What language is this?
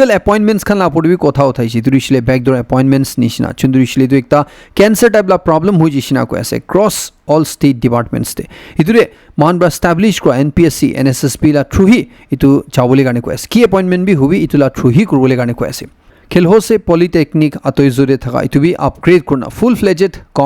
Naga Pidgin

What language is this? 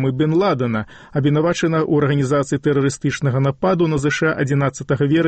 Belarusian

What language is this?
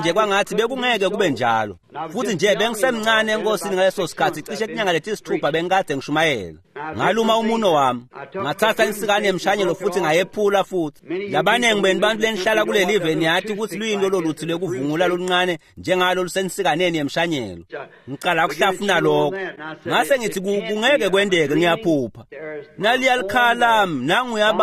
Swati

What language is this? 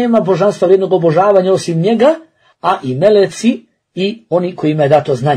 Bosnian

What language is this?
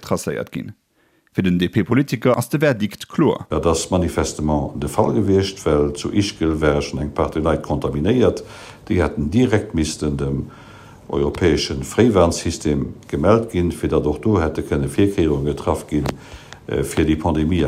Luxembourgish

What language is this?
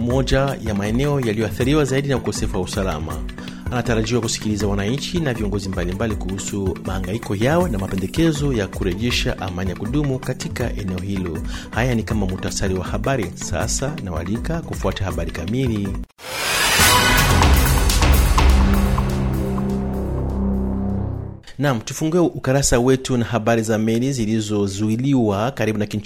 Swahili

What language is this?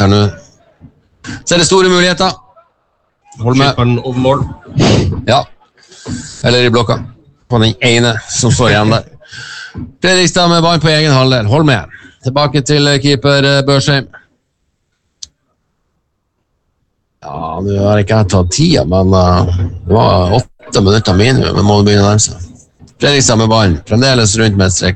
Norwegian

